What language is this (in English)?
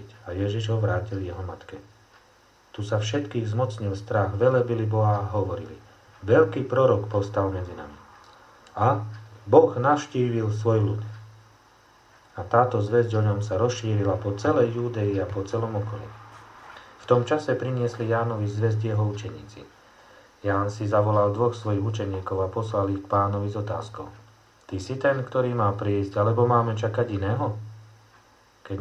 Slovak